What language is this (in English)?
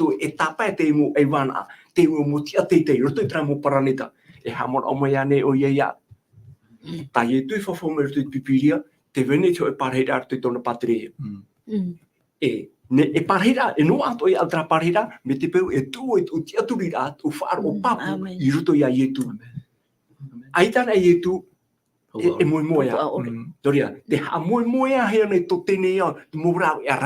Tahitian